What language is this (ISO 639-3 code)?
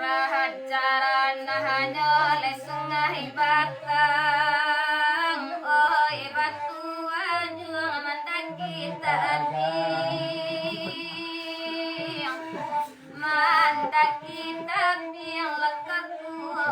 min